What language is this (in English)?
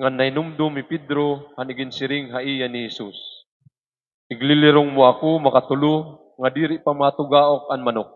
Waray